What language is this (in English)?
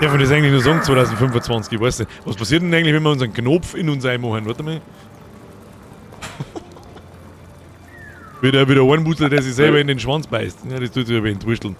Bavarian